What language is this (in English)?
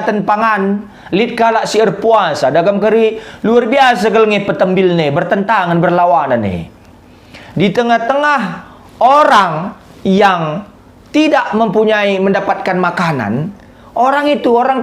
Batak Karo